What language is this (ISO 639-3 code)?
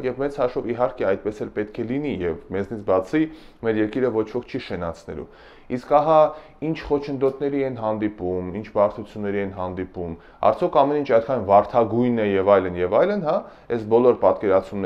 hye